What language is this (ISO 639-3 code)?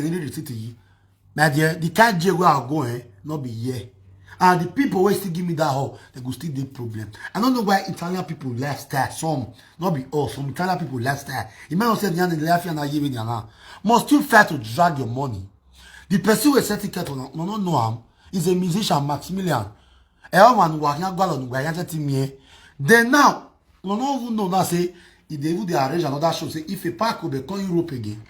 pcm